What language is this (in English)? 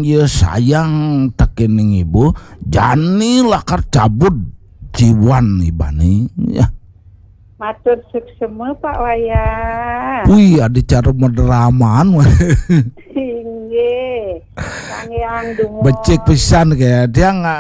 Balinese